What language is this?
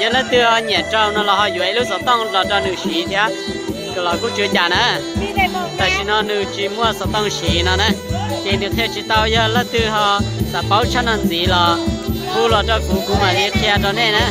Hmong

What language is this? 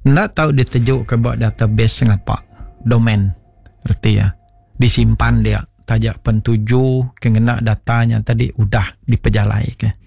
Iban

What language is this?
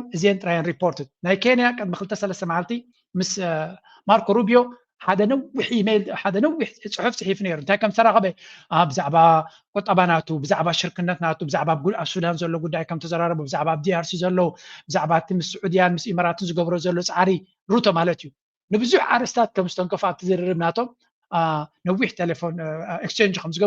Tigrinya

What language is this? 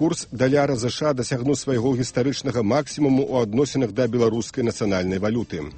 Belarusian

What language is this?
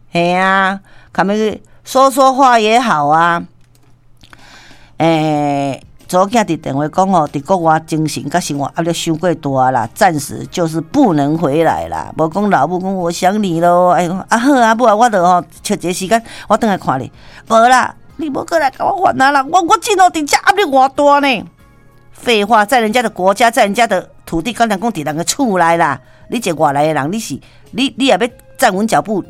Min Nan Chinese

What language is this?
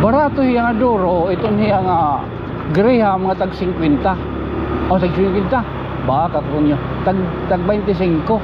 Waray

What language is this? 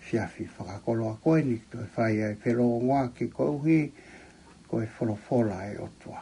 Tongan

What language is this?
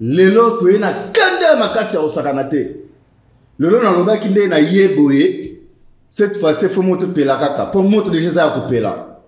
Lingala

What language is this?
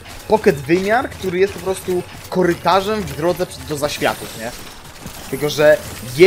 Polish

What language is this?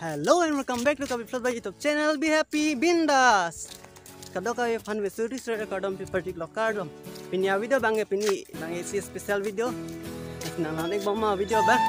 Karbi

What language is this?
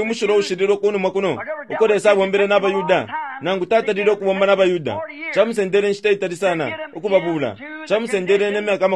Bemba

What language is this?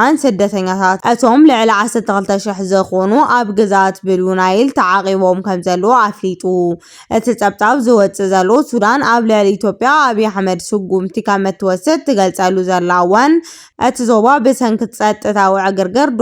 Tigrinya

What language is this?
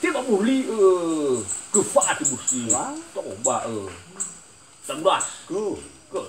Nias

